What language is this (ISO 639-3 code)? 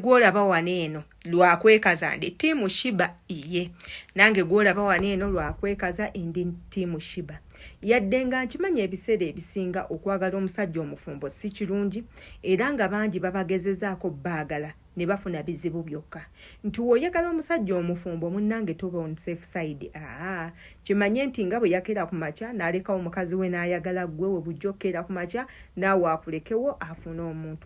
lug